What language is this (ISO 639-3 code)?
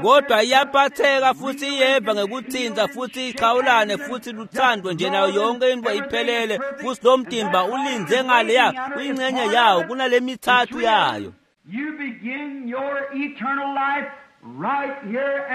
ssw